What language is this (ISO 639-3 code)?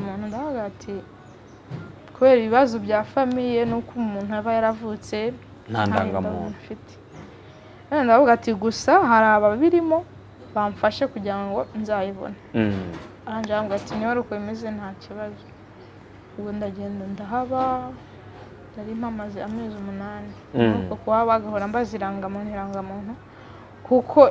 kin